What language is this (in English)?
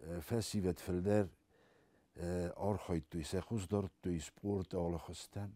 Ossetic